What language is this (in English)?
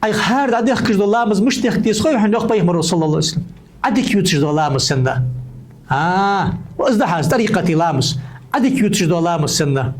Ingush